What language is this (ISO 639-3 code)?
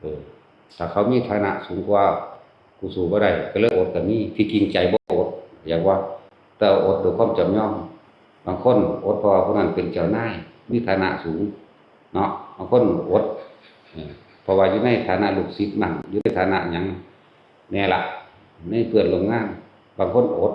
lao